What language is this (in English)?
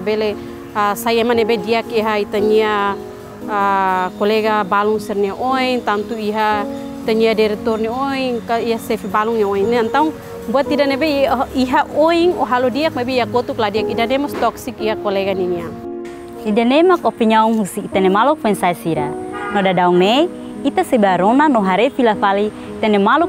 Tetum